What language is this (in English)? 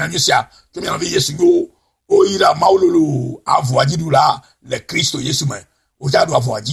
Ewe